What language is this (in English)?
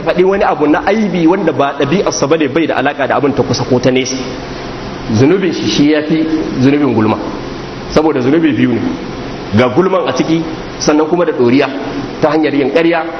Hausa